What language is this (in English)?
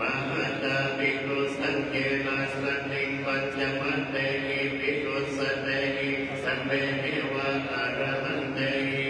Pali